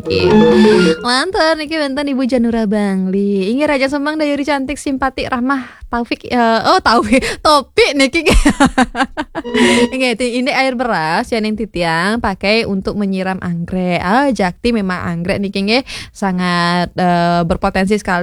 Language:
Balinese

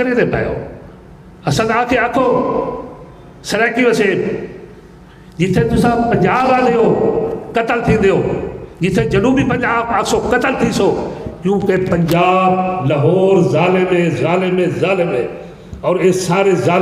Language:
Saraiki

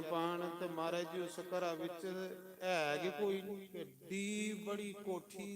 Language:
Dogri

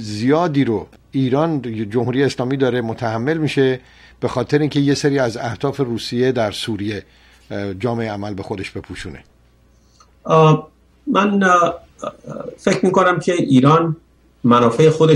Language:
Persian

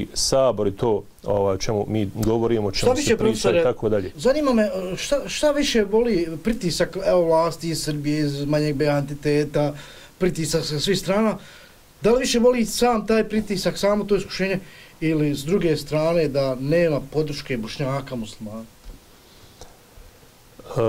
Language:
Bosnian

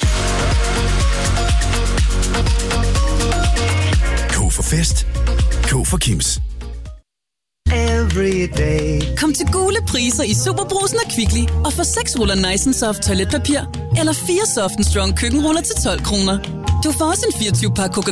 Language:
Danish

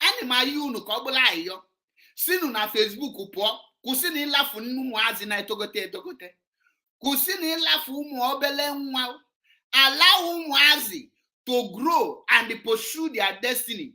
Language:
Igbo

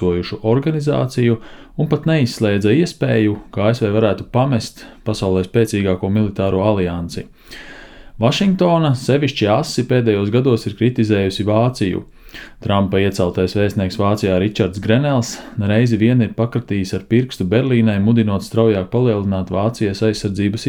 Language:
Latvian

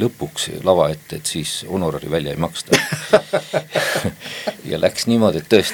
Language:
Estonian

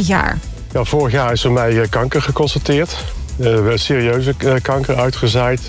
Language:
Dutch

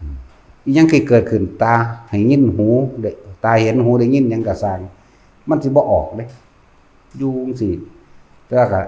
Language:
Northeastern Thai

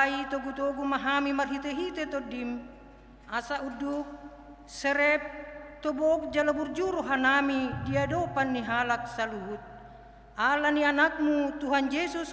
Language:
Batak Toba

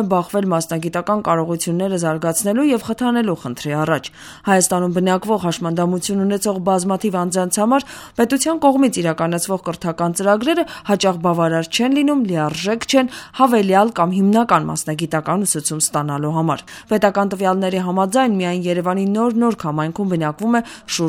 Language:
Armenian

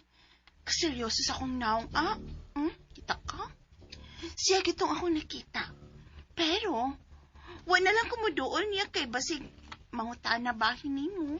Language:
Cebuano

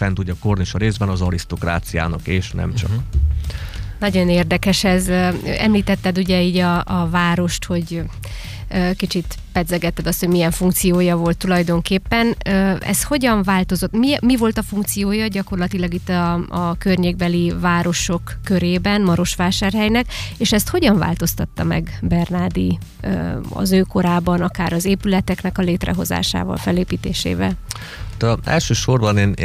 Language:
Hungarian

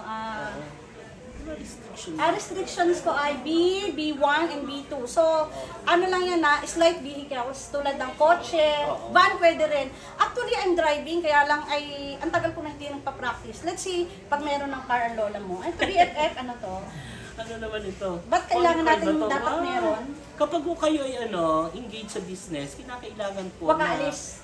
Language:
Filipino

